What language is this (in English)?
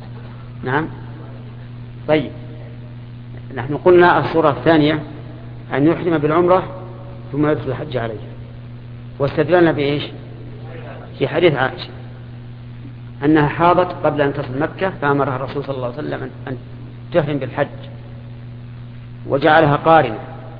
Arabic